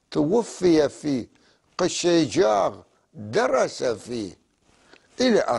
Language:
North Levantine Arabic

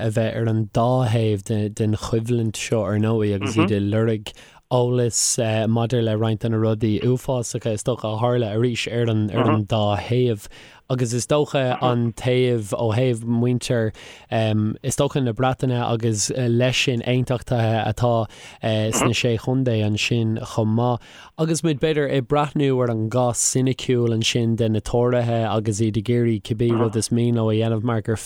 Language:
Irish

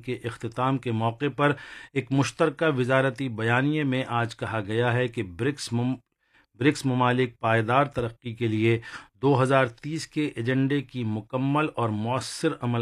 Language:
Urdu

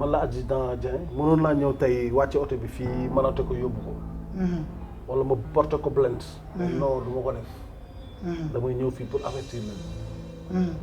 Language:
Wolof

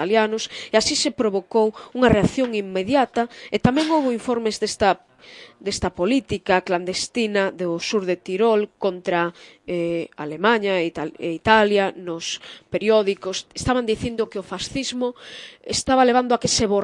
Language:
Galician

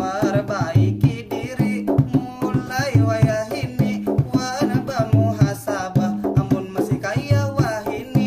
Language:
Banjar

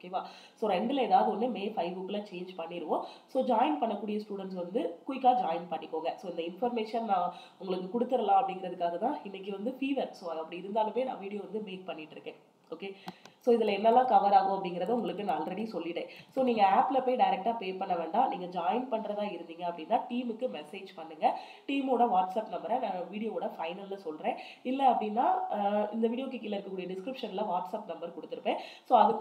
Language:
Tamil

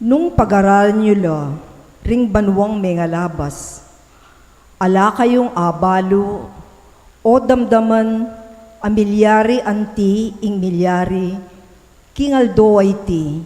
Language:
Pampanga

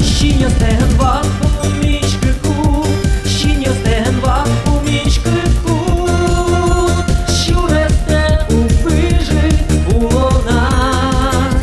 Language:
Udmurt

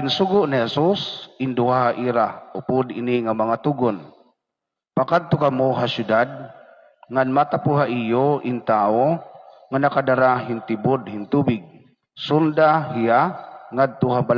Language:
Waray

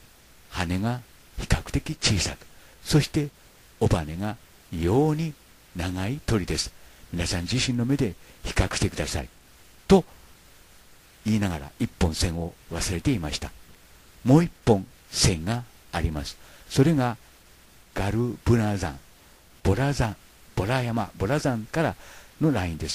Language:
Japanese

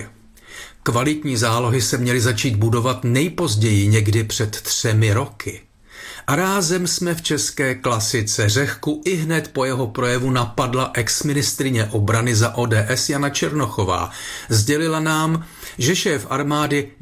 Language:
Czech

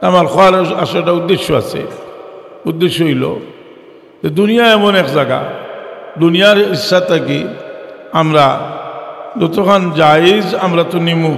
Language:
Sylheti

